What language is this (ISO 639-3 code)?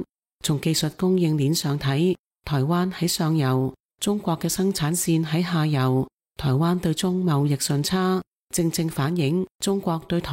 yue